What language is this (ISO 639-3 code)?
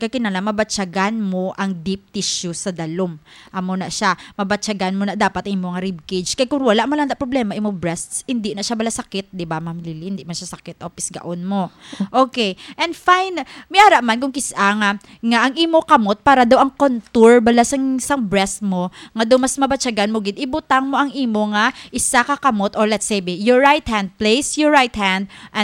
hil